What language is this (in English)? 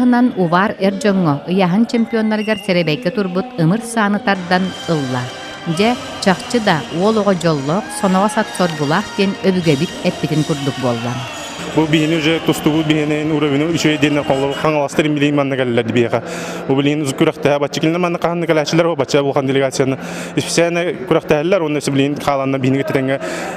Yakut